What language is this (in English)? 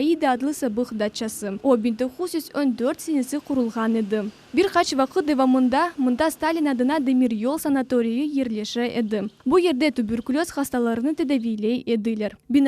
Crimean Tatar